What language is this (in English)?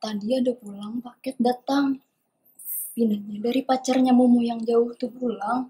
Banjar